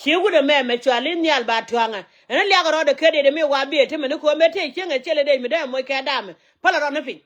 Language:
Nuer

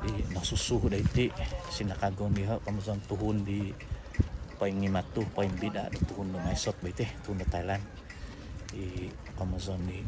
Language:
Central Dusun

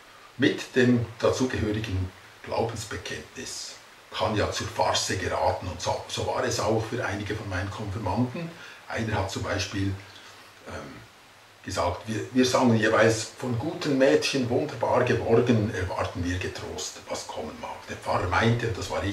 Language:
Swiss German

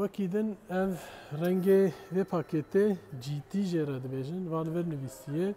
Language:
Kurdish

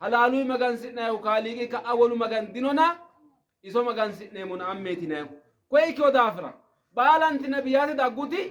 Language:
Sidamo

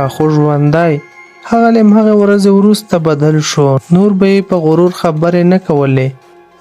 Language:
Pashto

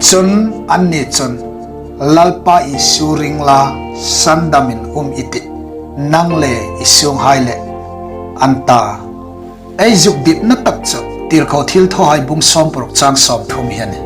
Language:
Hmar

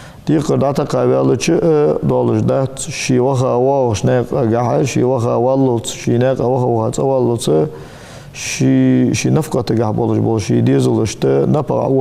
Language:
Ingush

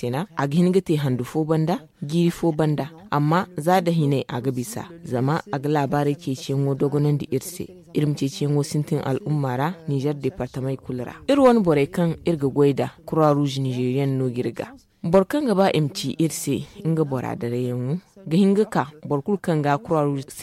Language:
Zarma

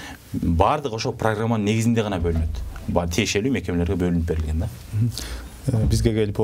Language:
Kyrgyz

